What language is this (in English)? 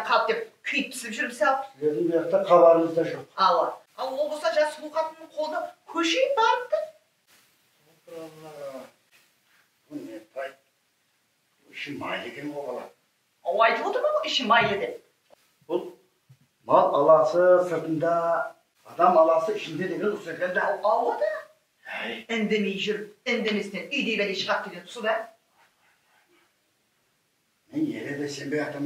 Kara-Kalpak